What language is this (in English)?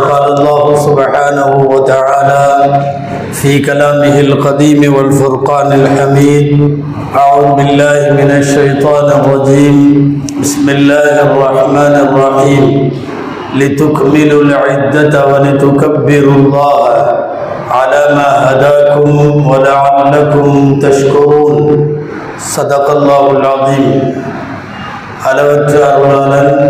Tamil